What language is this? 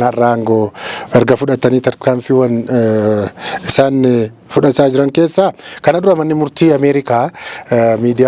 Oromo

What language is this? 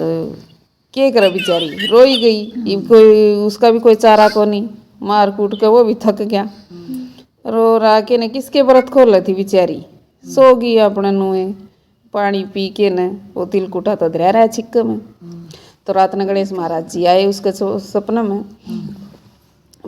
Haryanvi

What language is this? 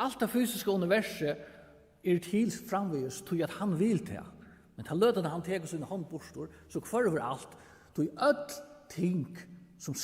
Faroese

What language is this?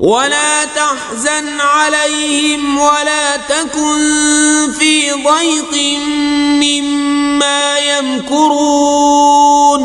Kashmiri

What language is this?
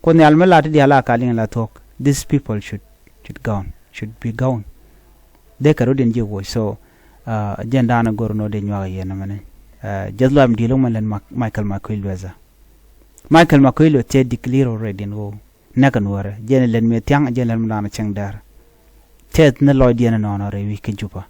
Nuer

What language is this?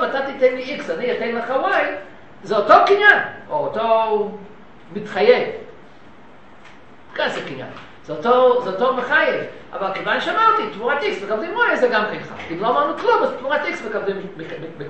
Hebrew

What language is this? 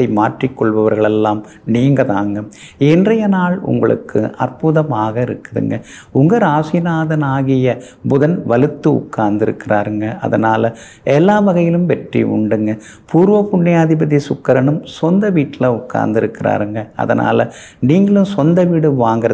Tamil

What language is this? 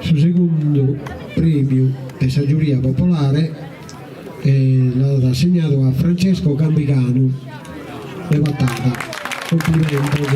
Sardinian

